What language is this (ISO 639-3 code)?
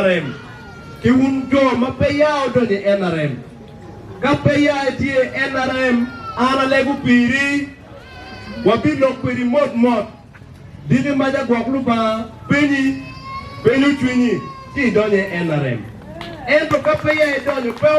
ach